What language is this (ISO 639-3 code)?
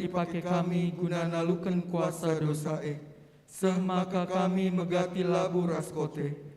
btx